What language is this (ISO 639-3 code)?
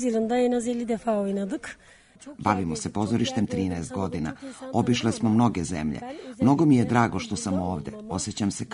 srp